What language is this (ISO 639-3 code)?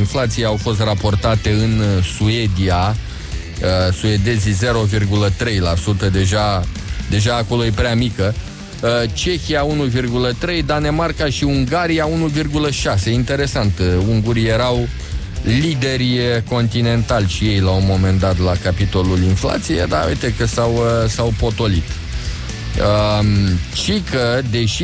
ron